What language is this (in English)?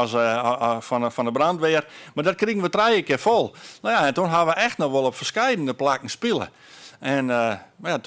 Western Frisian